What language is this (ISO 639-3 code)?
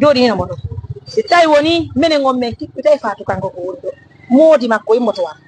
ful